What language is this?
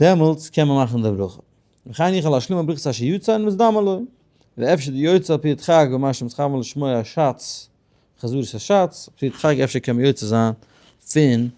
Yiddish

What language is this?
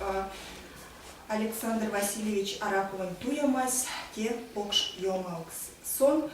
Erzya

